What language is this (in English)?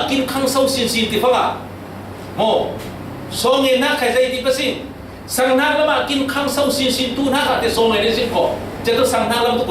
Falam Chin